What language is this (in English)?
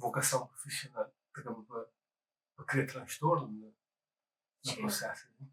Kabuverdianu